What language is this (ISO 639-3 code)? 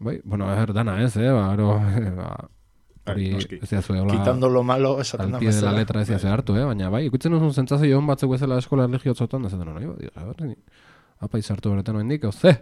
eus